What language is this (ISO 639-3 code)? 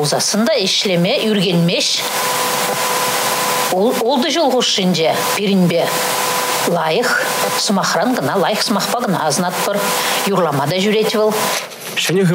chv